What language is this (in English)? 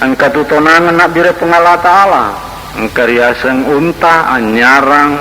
Buginese